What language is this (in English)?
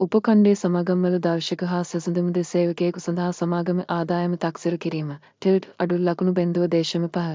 Sinhala